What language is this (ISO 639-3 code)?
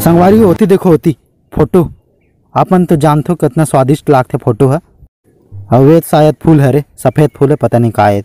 hne